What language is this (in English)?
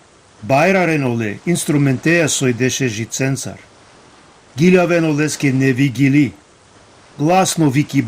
Balkan Romani